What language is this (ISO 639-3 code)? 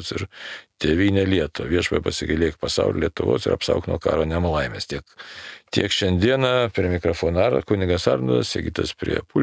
lit